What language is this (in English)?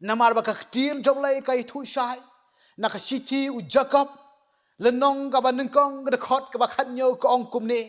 Khasi